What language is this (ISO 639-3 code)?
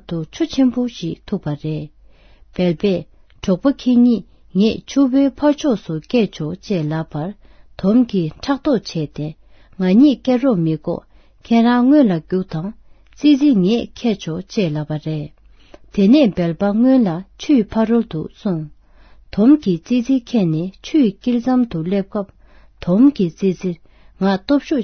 bod